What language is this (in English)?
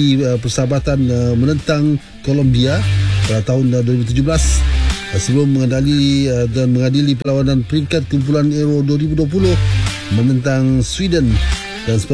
Malay